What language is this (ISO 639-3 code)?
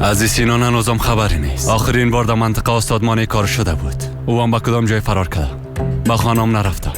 fas